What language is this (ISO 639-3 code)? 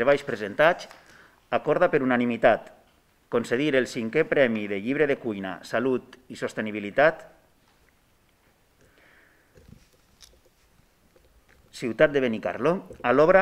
cat